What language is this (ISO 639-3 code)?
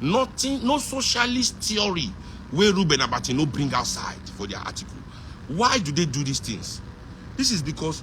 pcm